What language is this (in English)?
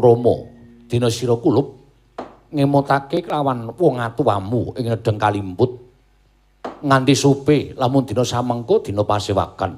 Javanese